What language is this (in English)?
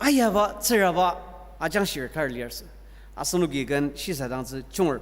Ao Naga